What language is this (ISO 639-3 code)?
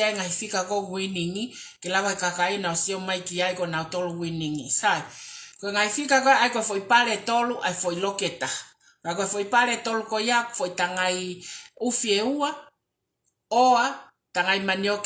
ton